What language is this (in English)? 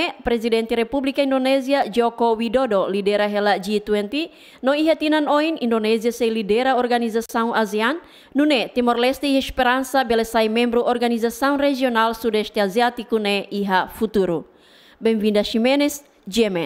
Tetum